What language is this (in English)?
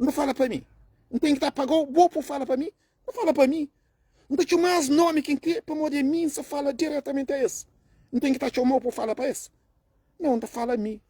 Kabuverdianu